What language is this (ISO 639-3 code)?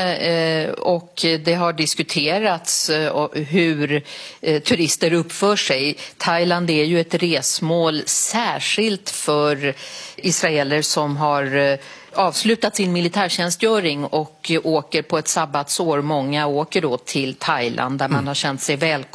swe